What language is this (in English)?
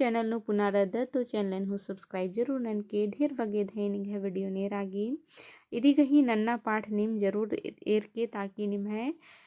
Kurukh